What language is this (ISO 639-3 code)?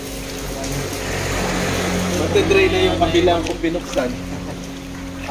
fil